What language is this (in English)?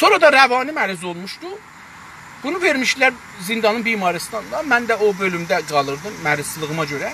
South Azerbaijani